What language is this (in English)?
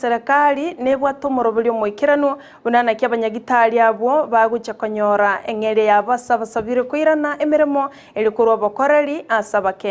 Gusii